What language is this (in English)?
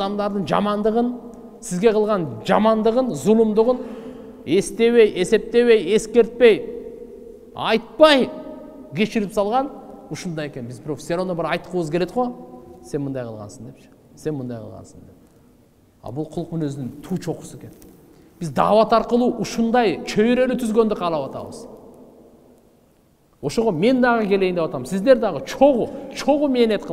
Kyrgyz